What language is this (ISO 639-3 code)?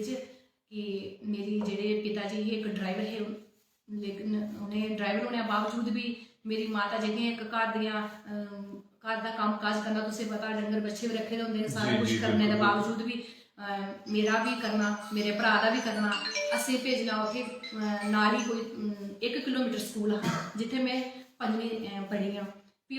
doi